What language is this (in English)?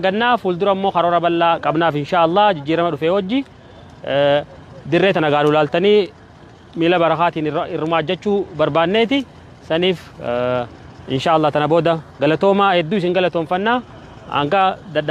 Oromo